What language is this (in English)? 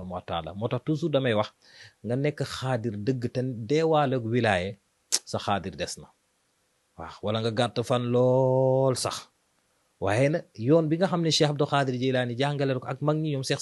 Wolof